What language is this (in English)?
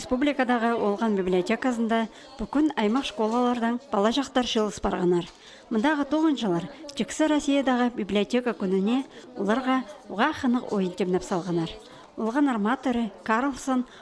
Khakas